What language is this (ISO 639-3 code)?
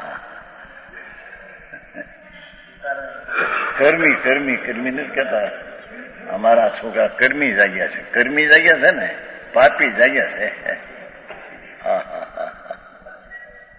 guj